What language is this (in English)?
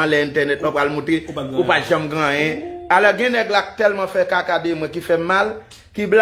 Haitian Creole